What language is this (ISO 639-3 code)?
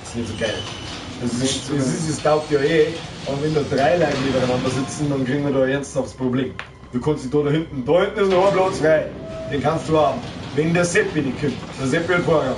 bar